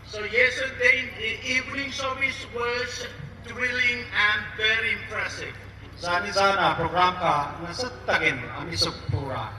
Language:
Hmar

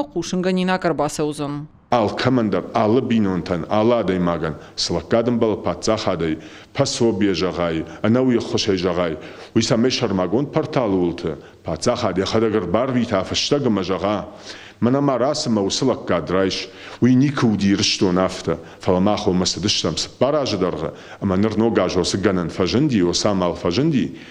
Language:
Ossetic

